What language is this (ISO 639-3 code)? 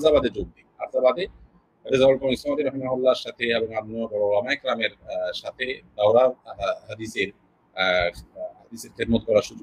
ben